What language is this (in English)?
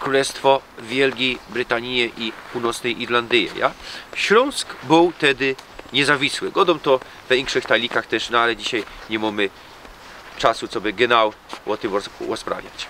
Silesian